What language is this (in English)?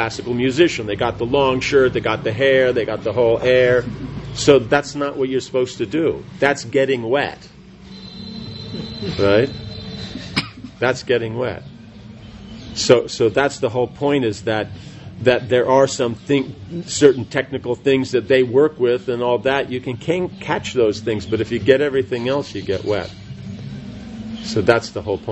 English